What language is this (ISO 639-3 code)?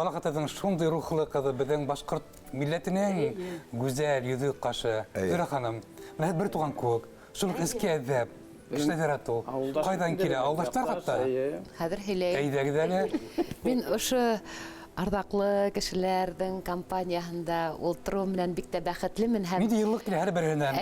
bak